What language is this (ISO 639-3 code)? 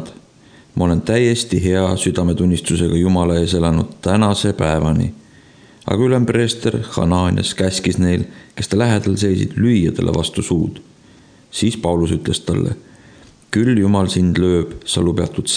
est